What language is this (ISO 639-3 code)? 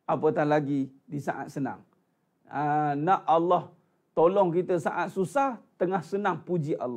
msa